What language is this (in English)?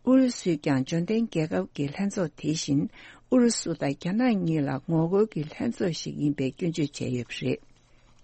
Tibetan